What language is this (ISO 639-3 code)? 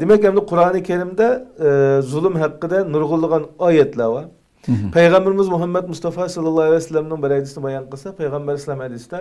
uig